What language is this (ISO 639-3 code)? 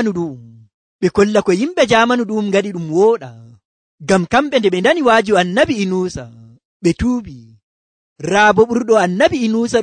fuv